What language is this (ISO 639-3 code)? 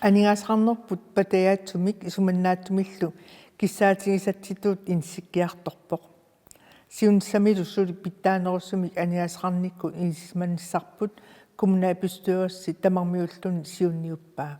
kal